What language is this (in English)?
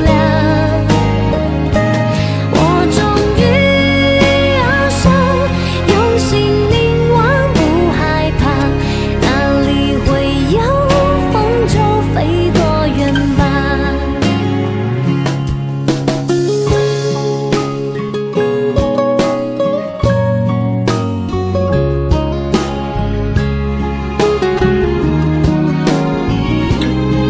Chinese